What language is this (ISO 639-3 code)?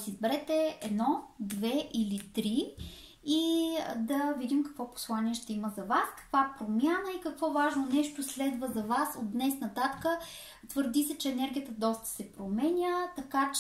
bul